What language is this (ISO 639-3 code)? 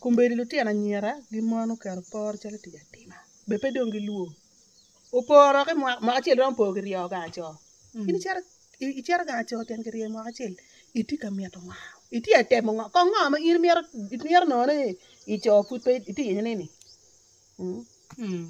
ach